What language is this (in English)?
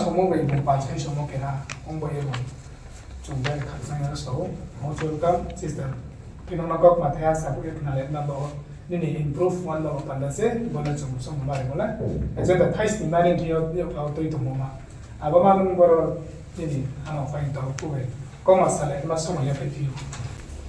Riang (India)